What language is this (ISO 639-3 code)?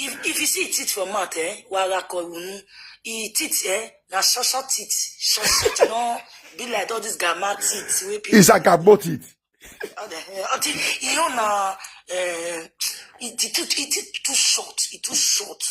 pcm